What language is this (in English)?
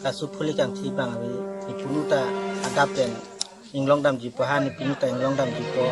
Karbi